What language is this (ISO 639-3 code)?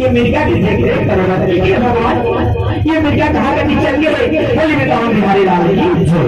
hne